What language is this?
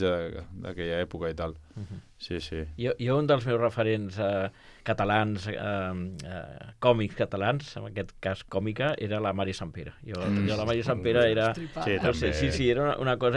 Catalan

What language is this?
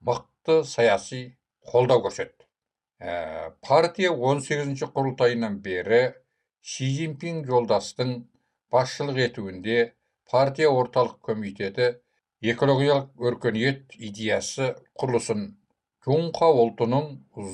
Kazakh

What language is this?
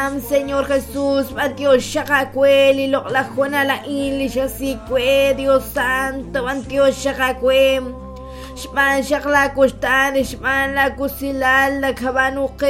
Kekchí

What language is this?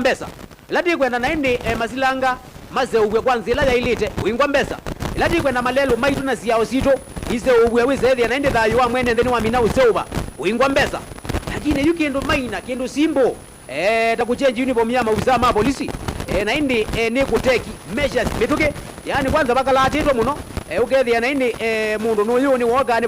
Kamba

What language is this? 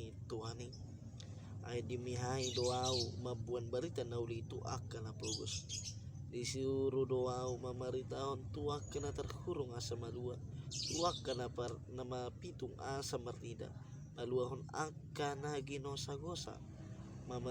Batak Toba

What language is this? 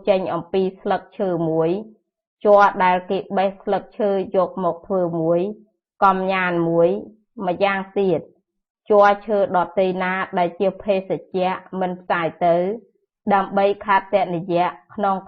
Khmer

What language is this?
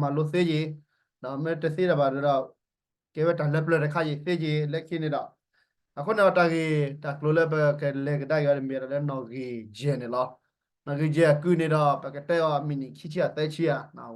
S'gaw Karen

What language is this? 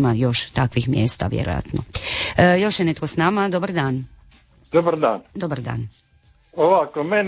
Croatian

